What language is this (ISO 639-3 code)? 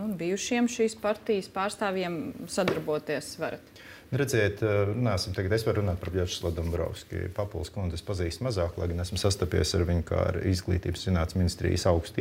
lav